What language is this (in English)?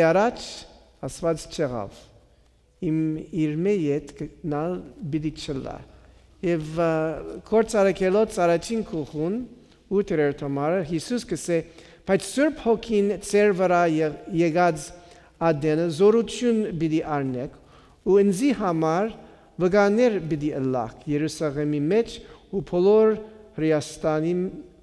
Western Armenian